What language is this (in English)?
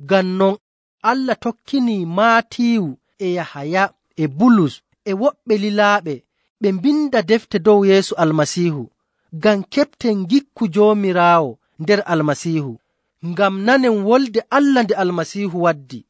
Nigerian Fulfulde